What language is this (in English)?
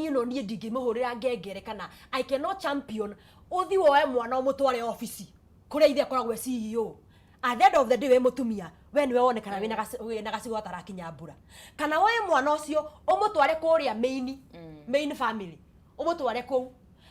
Kikuyu